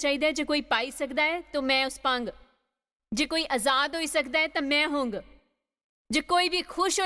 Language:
Dogri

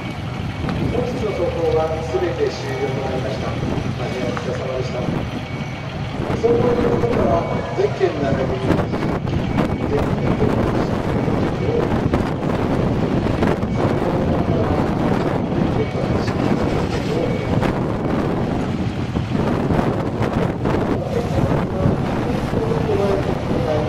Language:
Japanese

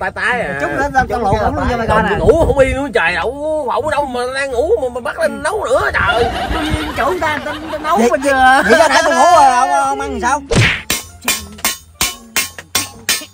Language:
Vietnamese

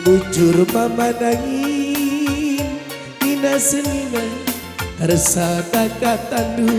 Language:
Batak Karo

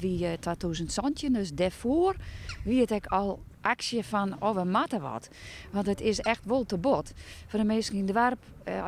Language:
Western Frisian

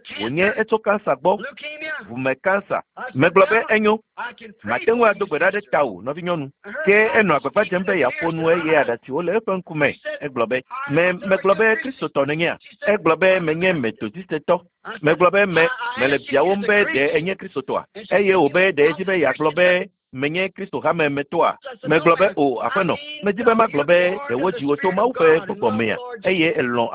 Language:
Ewe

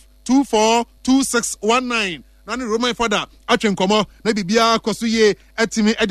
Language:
Akan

